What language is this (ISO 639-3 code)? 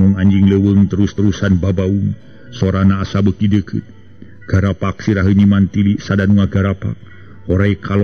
sun